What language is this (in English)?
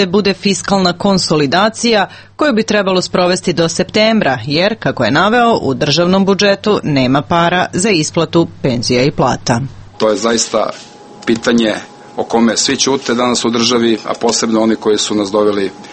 Serbian